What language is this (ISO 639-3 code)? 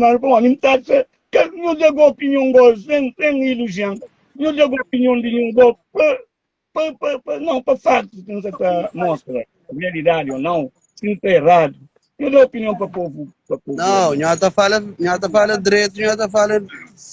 kea